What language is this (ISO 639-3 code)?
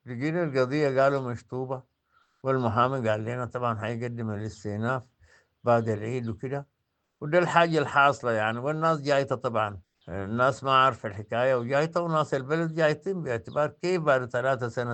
apd